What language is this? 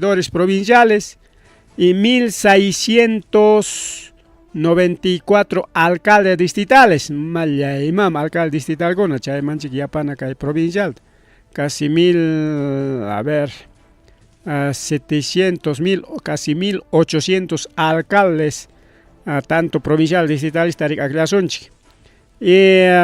Ayacucho Quechua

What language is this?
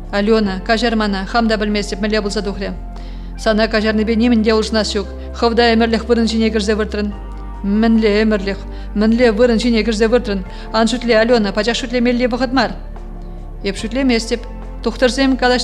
Chuvash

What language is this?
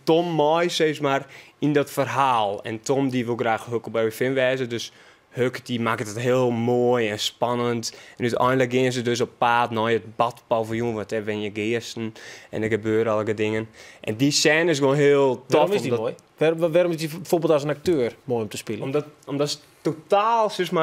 Western Frisian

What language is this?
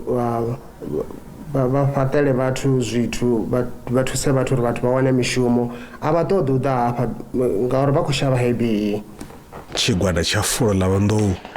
Venda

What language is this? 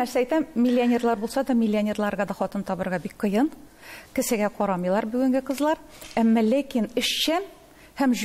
Tatar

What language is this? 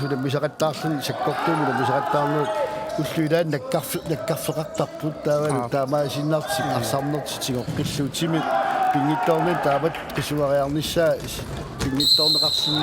Kalaallisut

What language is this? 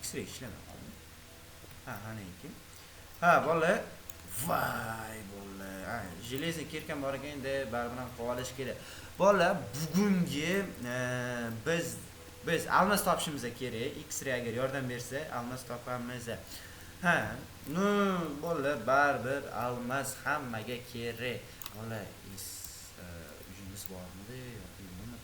Uzbek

